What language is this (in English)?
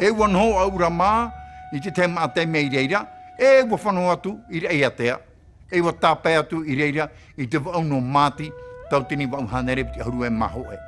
Tahitian